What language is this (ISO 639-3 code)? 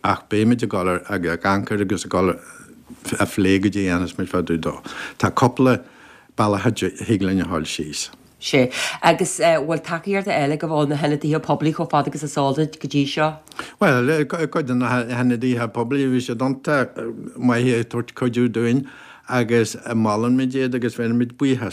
gle